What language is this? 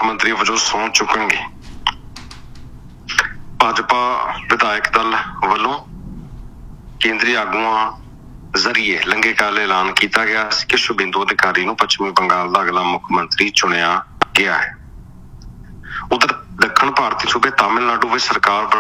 Punjabi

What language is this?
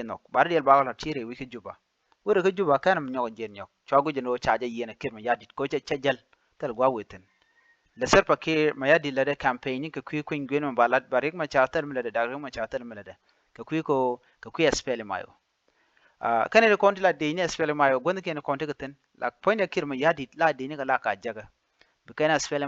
Nuer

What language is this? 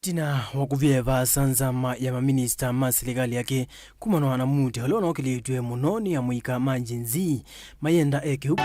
Kamba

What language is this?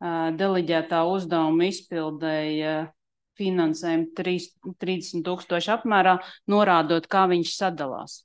Latvian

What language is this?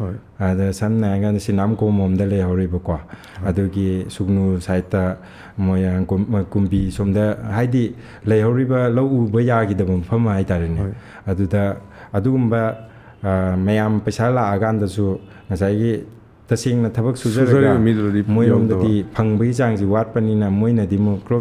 Manipuri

